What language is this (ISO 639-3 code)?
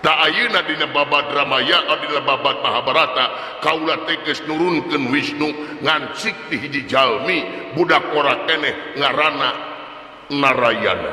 sun